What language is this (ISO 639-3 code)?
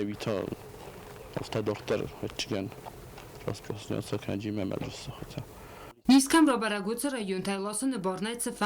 oss